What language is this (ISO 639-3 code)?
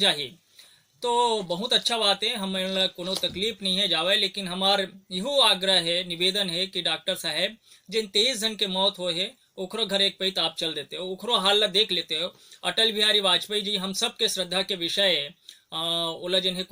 hne